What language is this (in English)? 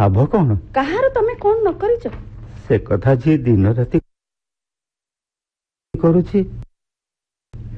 Odia